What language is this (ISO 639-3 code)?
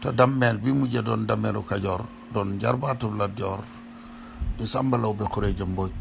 wol